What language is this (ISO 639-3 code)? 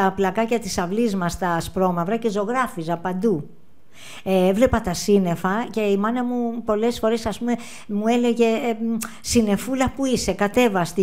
ell